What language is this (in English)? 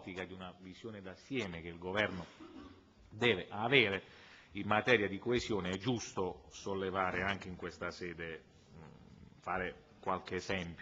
Italian